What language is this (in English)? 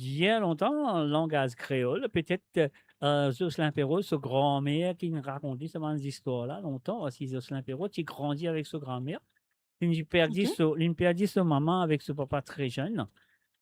Morisyen